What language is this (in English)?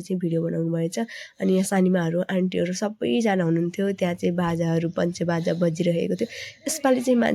Nepali